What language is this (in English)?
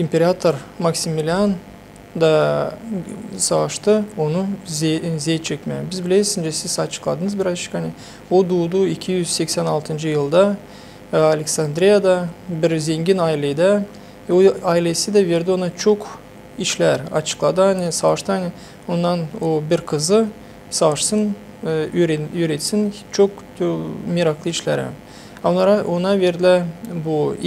Gagauz